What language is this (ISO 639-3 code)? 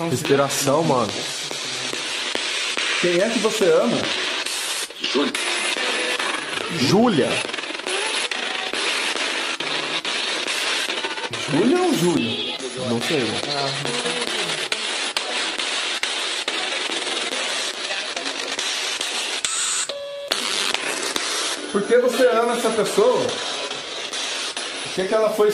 por